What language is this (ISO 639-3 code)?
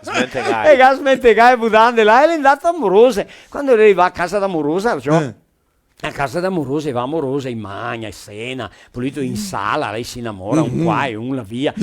vec